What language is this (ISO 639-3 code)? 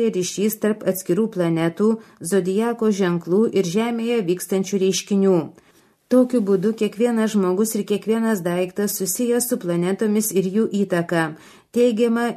lit